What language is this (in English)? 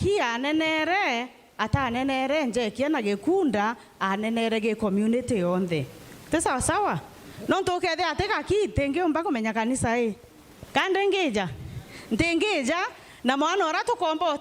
Meru